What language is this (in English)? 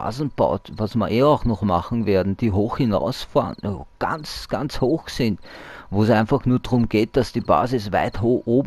German